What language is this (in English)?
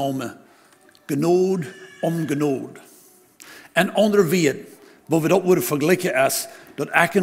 Plautdietsch